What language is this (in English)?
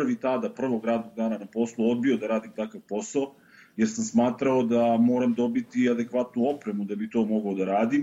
Bosnian